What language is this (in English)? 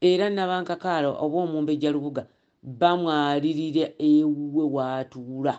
Ganda